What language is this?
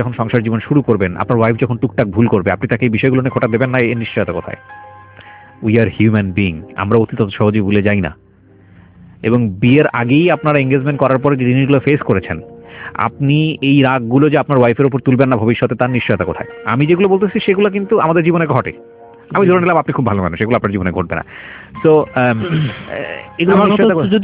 Bangla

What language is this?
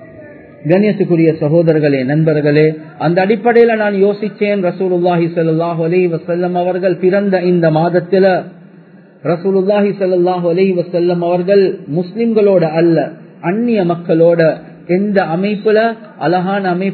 Tamil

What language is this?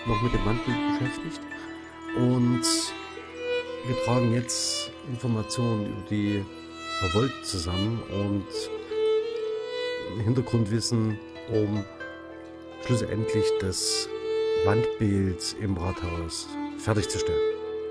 German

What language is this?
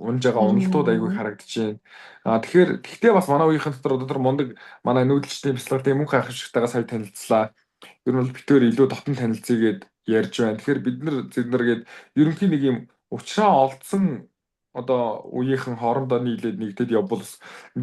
Mongolian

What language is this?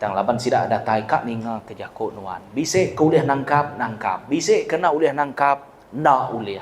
Iban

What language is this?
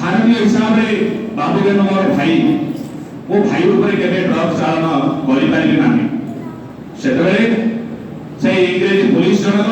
Odia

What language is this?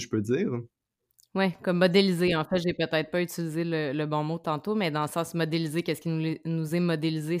French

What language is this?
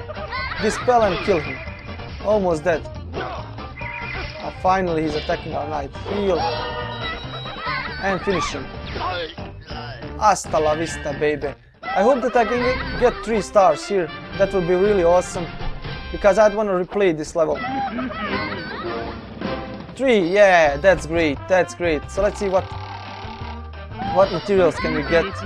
English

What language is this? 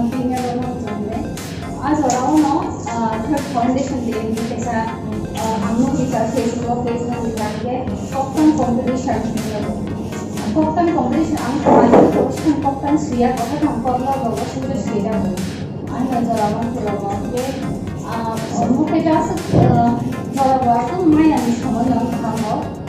Kok Borok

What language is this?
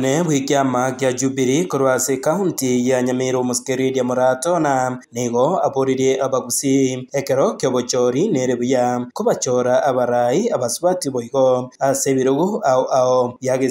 Gusii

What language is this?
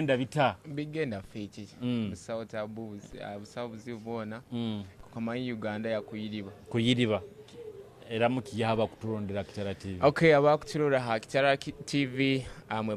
Nyoro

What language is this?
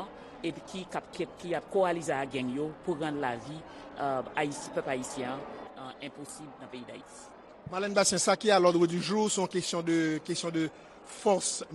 Haitian Creole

